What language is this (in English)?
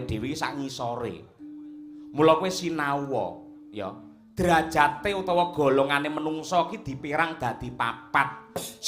Javanese